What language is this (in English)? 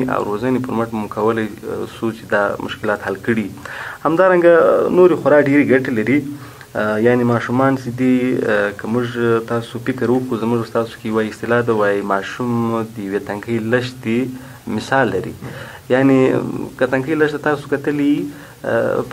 Pashto